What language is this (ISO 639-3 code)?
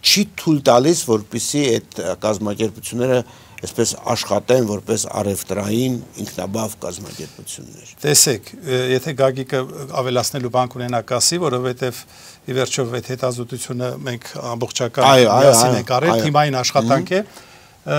hye